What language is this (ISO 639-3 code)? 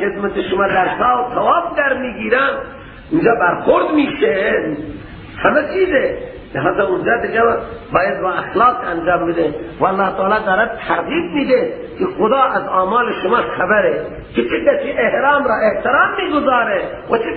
fas